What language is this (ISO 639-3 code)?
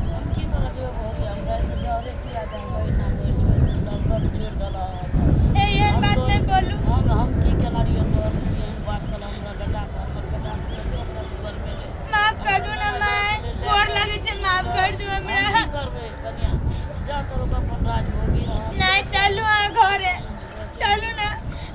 mai